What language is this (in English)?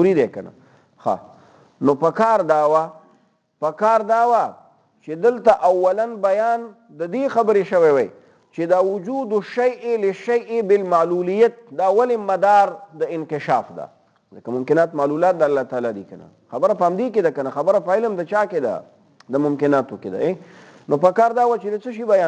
Pashto